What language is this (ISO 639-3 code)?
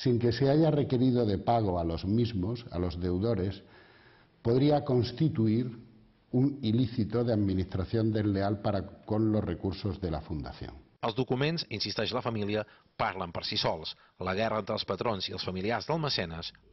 cat